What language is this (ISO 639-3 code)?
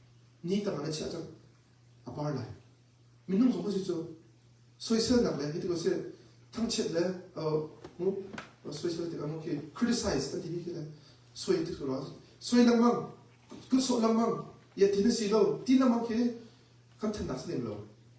cnh